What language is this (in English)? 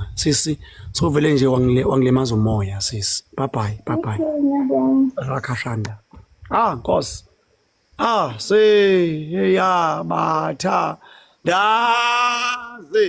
Zulu